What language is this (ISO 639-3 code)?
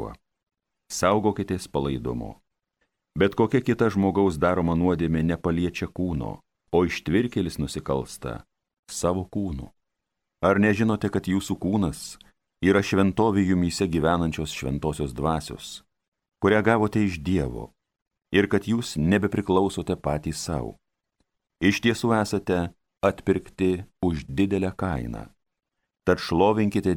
lit